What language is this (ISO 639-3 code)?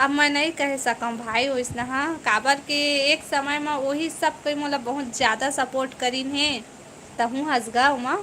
hne